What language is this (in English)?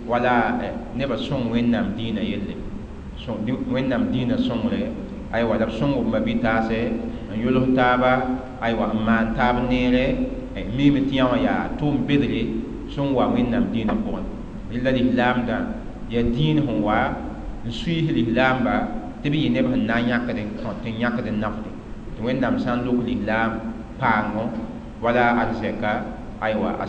Mossi